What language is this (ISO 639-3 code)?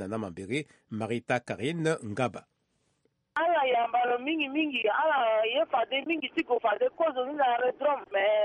sag